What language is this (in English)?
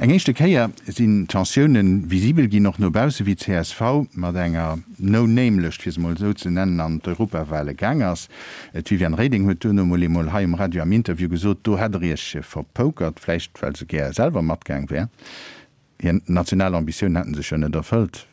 Luxembourgish